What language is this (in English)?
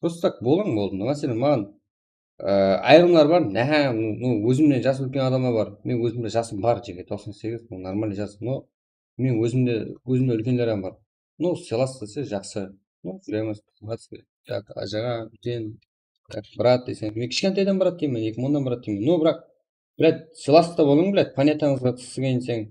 Kara-Kalpak